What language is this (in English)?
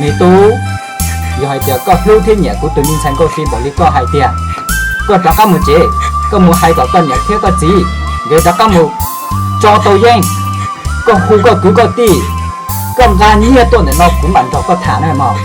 Hmong